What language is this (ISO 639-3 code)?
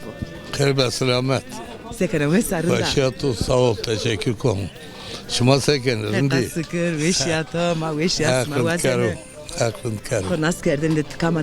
zza